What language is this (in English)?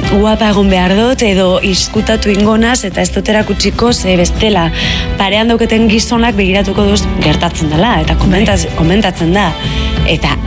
Basque